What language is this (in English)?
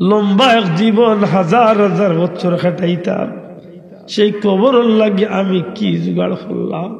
Sylheti